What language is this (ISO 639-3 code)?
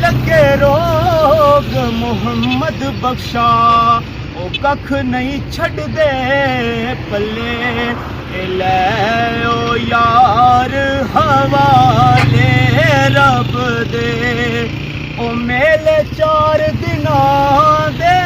phr